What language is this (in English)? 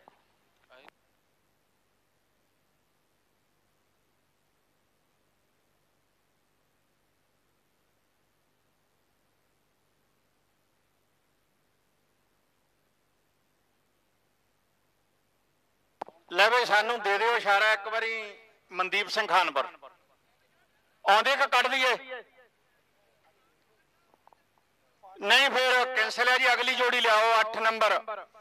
Punjabi